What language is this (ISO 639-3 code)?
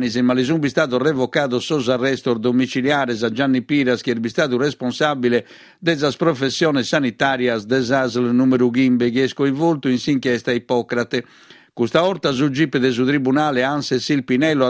srd